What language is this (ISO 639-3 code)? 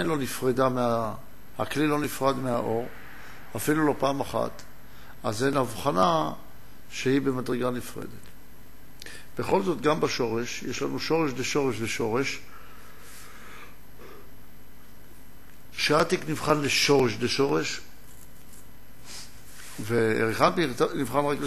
heb